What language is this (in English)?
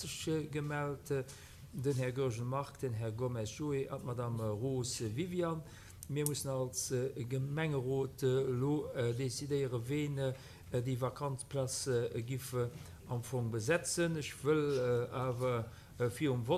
Luxembourgish